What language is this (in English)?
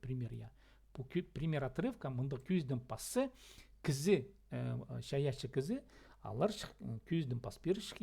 Khakas